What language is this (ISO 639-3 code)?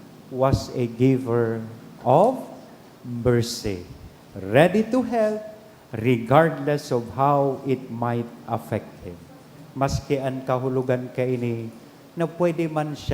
bik